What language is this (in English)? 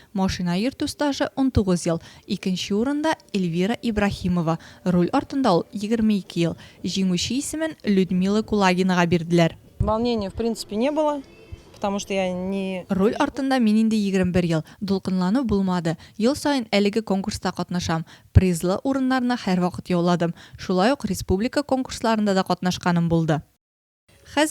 Tatar